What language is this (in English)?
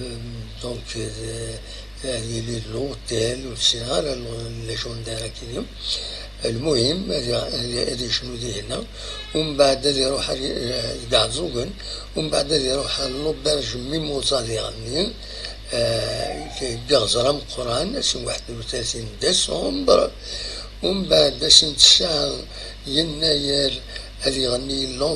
Kabyle